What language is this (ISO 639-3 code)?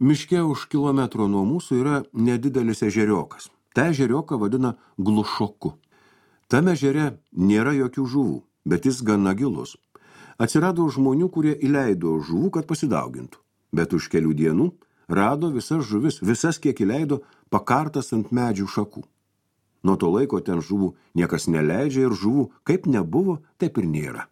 lit